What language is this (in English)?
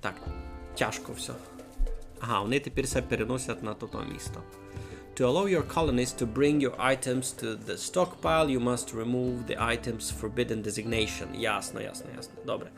Rusyn